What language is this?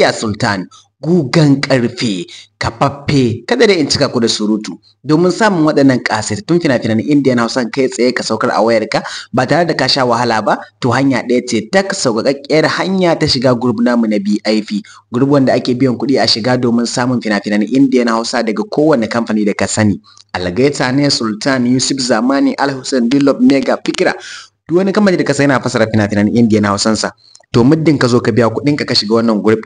Hausa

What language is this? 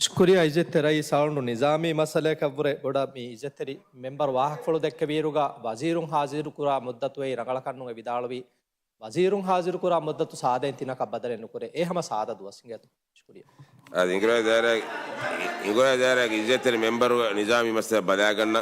Divehi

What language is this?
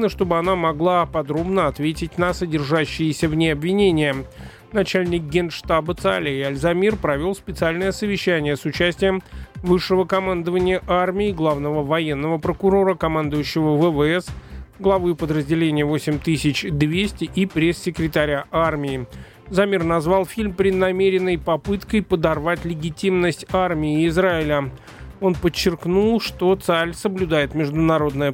Russian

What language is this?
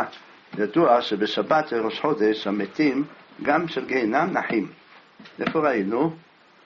Hebrew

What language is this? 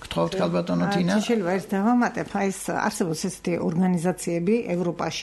Georgian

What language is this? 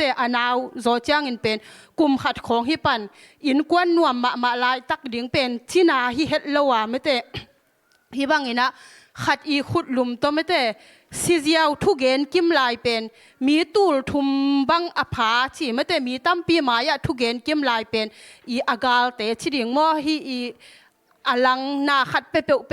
Tedim Chin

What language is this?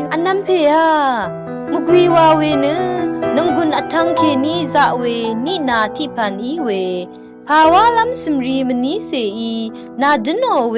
Rawang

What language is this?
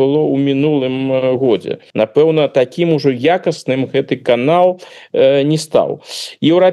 Belarusian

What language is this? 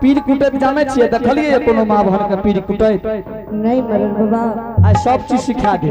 Angika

